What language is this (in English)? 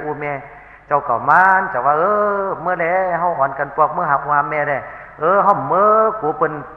Shan